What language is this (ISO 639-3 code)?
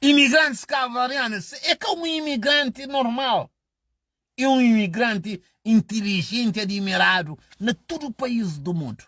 kea